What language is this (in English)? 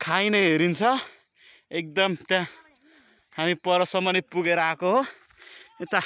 Nepali